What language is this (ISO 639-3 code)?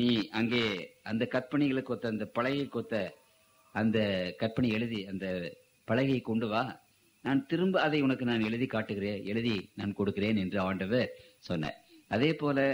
tam